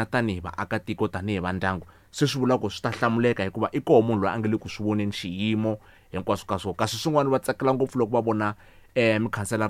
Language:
Tsonga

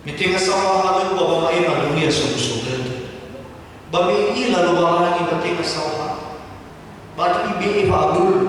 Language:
Nias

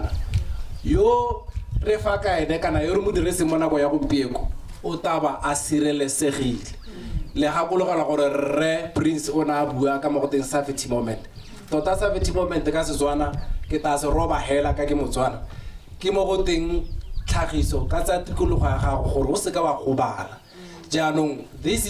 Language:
Tswana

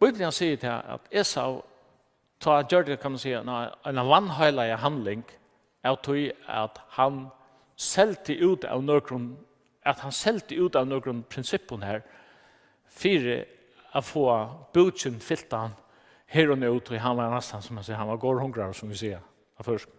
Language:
Faroese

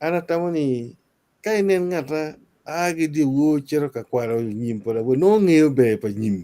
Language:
Acoli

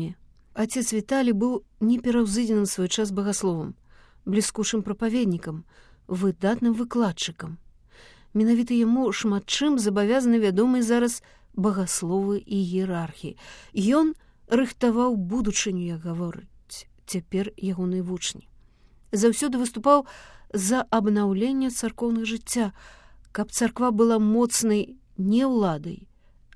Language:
Belarusian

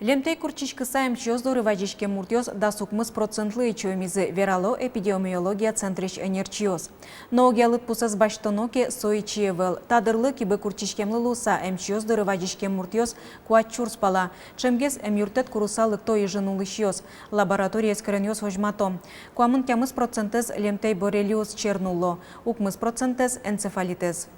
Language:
Udmurt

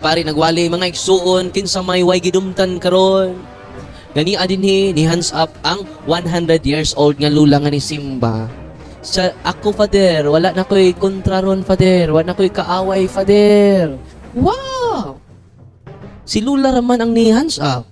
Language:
Cebuano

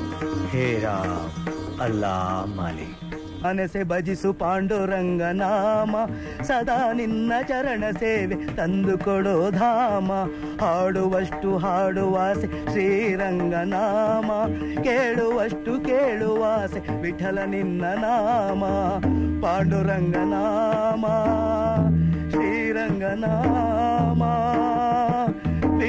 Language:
Kannada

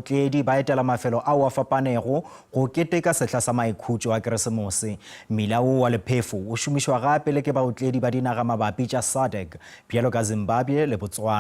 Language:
Northern Sotho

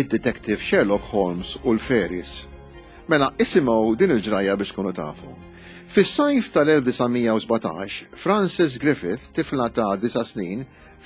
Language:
Maltese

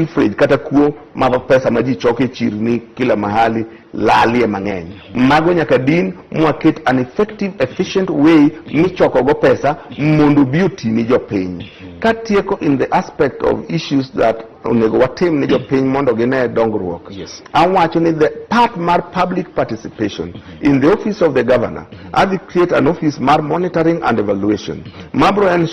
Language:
Luo (Kenya and Tanzania)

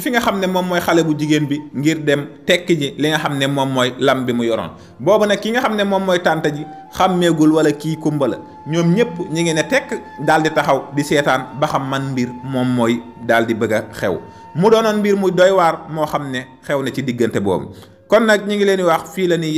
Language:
Wolof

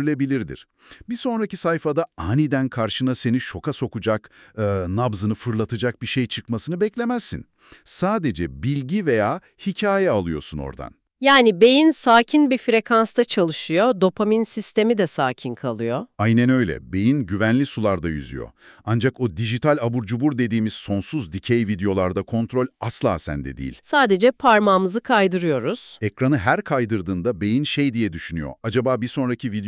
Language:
Turkish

